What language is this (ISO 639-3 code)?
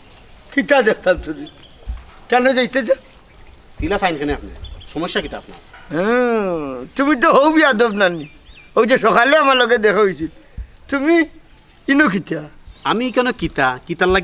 syl